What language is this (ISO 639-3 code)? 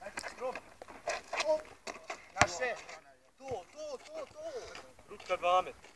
bos